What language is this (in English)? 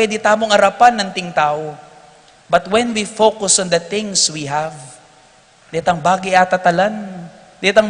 Pampanga